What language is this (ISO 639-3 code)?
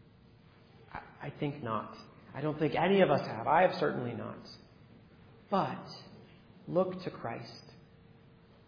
eng